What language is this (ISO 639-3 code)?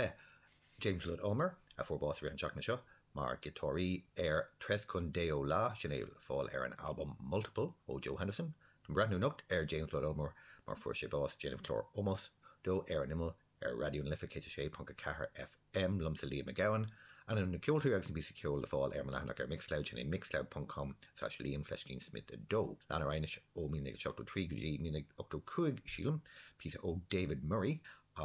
gle